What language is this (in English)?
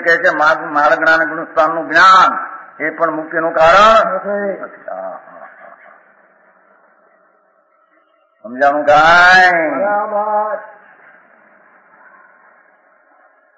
Gujarati